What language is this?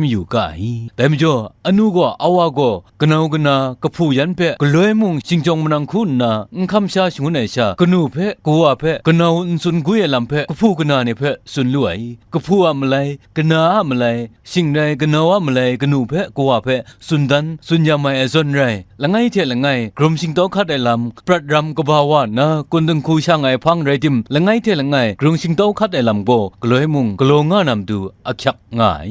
Kachin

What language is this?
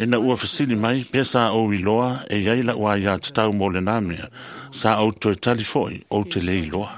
Samoan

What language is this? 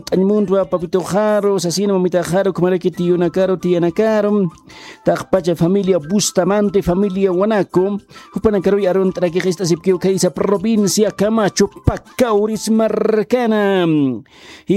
Aymara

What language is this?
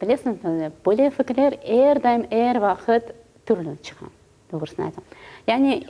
Crimean Tatar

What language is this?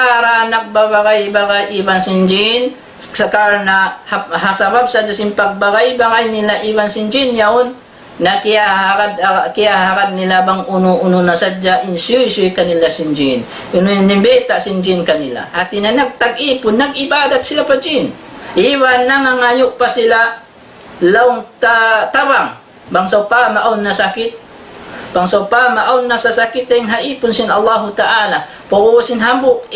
Tausug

